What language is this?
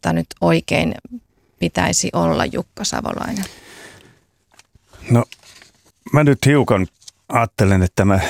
Finnish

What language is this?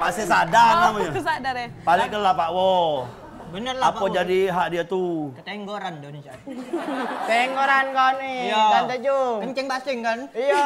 Musi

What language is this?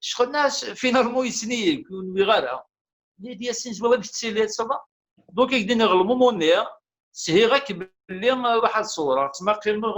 Kabyle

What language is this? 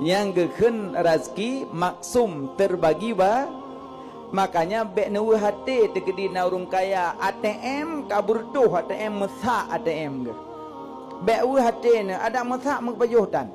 Achinese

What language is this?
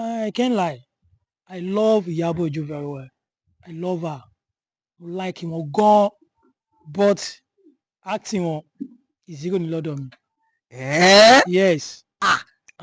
Yoruba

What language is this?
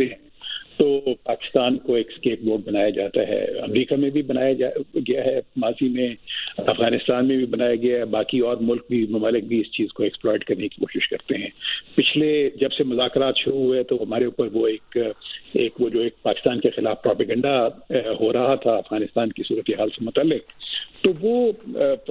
Urdu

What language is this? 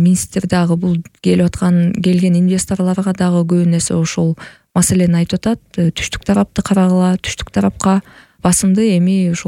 Kyrgyz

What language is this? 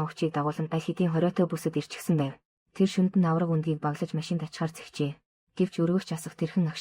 Mongolian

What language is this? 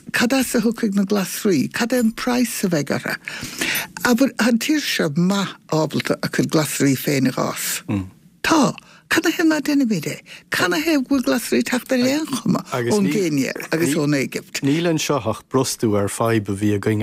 Irish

